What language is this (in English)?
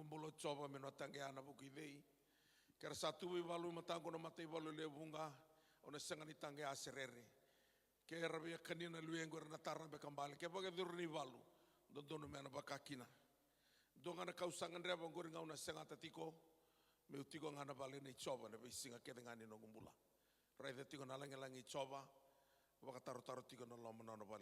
Fijian